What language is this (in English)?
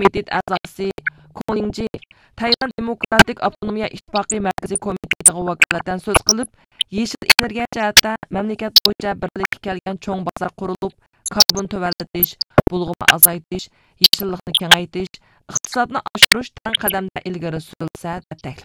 Uyghur